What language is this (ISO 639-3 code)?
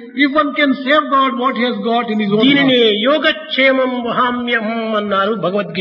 tel